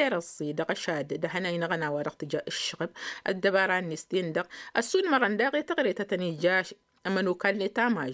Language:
Tamasheq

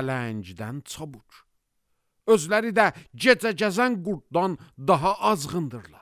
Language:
Azerbaijani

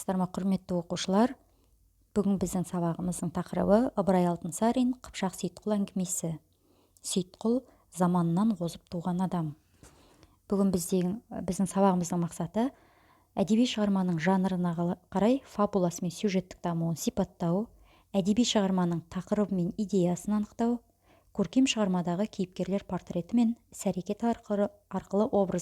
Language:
Kazakh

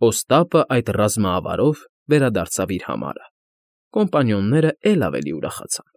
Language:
Armenian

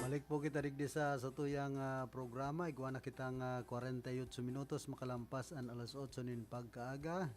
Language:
Bikol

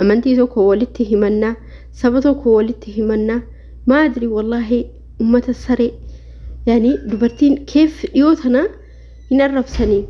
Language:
Oromo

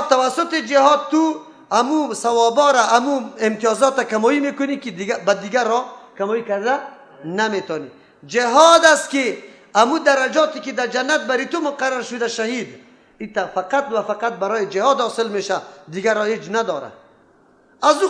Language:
Persian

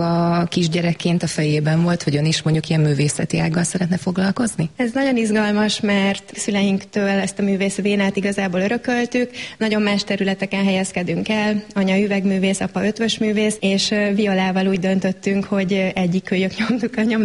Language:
Hungarian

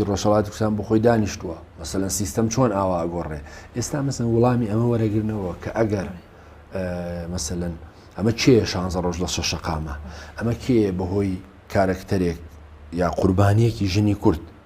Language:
Central Kurdish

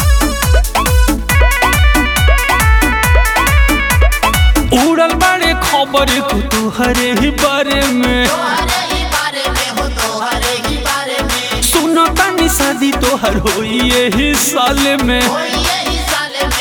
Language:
Bhojpuri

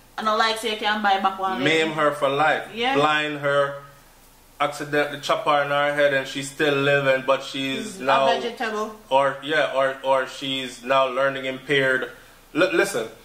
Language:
Jamaican Creole English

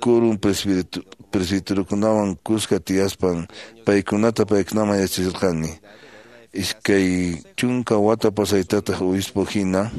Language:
Quechua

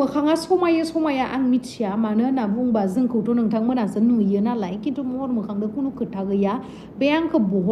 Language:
Bodo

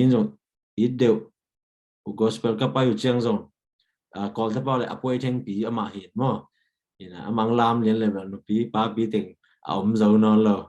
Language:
Tedim Chin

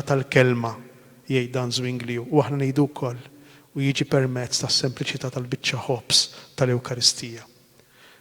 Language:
Maltese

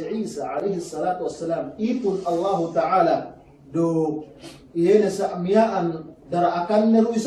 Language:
Yakan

